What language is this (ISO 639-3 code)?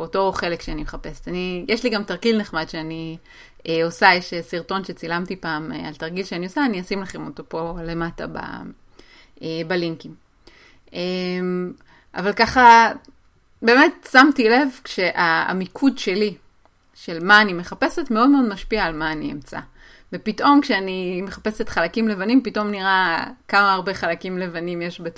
heb